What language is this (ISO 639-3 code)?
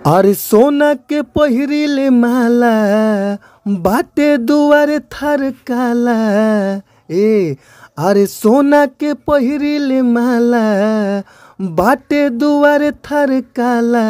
bho